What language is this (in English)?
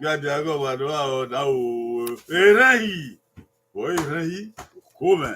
Bini